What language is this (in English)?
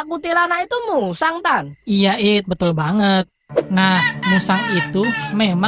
Indonesian